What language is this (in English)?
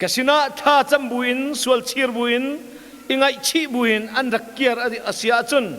Hakha Chin